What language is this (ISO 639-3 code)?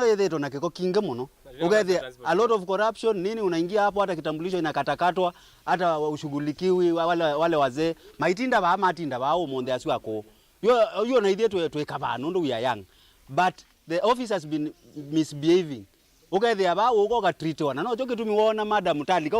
kam